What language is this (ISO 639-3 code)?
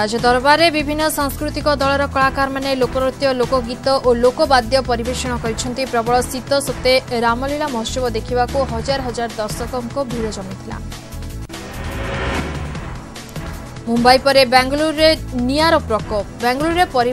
ori